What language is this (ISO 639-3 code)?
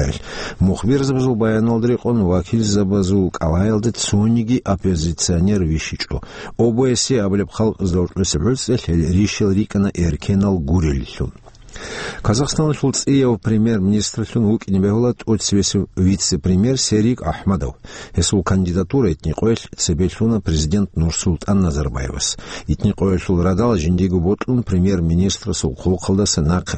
ava